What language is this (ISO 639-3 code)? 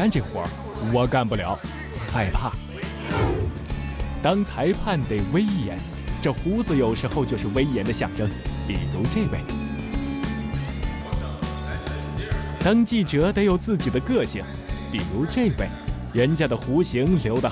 zho